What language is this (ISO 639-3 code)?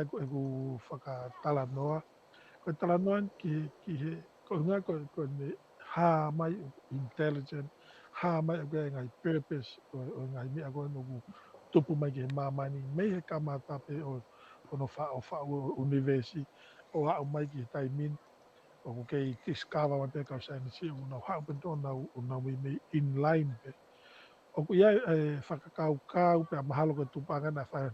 ton